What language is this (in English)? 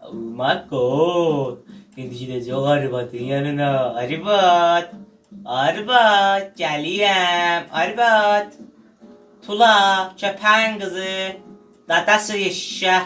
South Azerbaijani